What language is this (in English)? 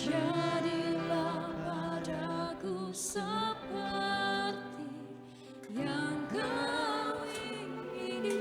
Nias